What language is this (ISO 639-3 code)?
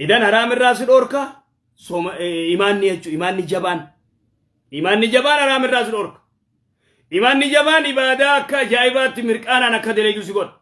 orm